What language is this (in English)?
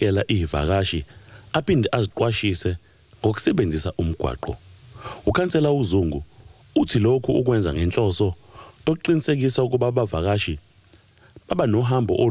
Zulu